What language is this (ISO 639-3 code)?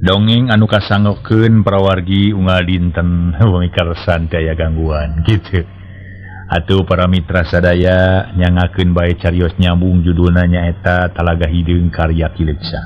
sun